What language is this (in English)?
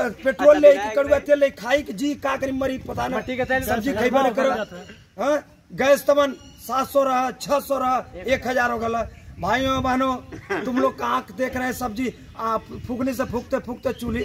Bhojpuri